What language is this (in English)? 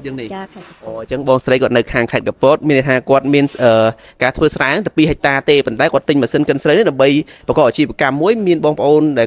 Khmer